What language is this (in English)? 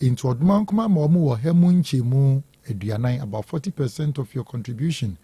Akan